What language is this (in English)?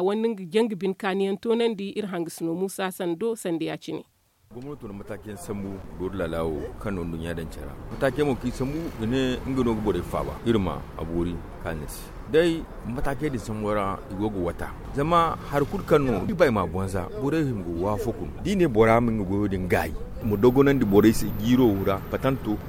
Zarma